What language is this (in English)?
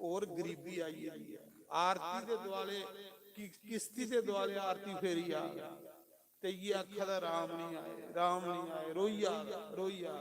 Dogri